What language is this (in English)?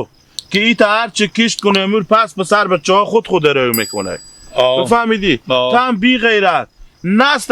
Hazaragi